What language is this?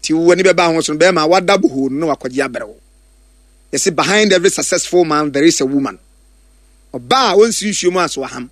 Akan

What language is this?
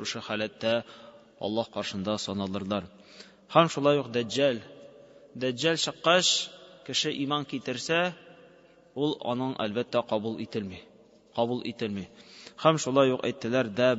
Tatar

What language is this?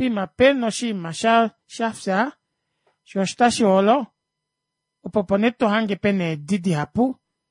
Kuanyama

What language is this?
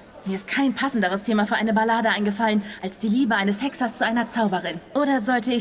Swiss German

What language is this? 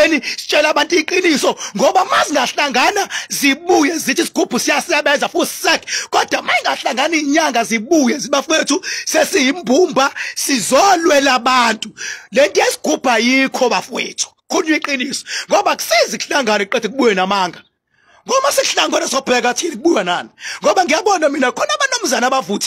Zulu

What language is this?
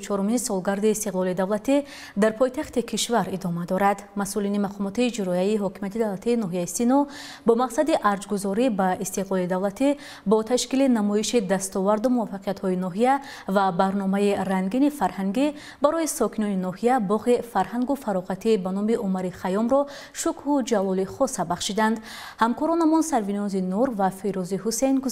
Tajik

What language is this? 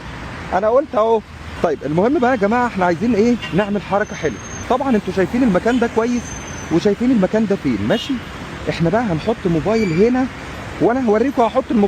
Egyptian Arabic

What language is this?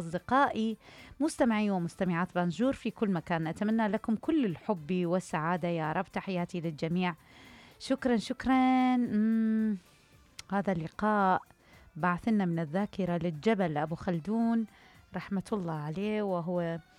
Mesopotamian Arabic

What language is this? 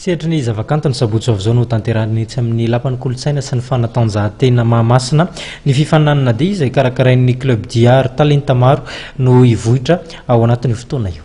Malagasy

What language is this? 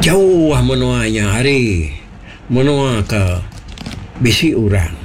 Iban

